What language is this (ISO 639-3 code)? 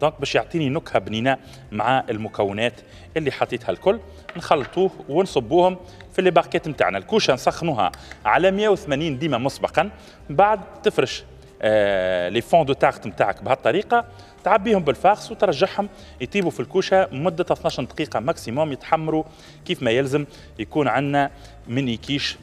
aeb